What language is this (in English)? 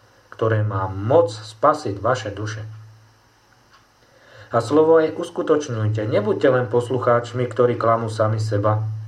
Slovak